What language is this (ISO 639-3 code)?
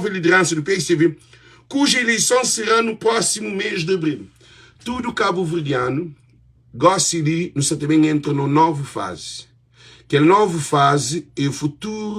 kea